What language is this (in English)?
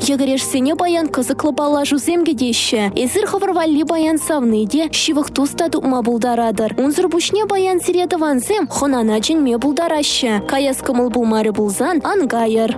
Chuvash